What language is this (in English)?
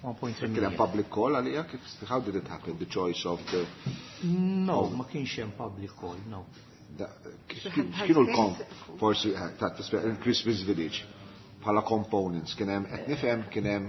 Maltese